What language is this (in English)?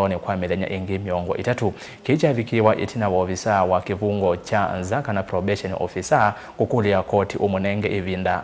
Kamba